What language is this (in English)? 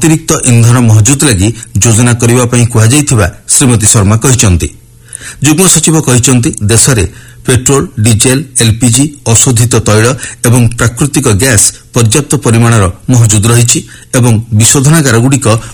Odia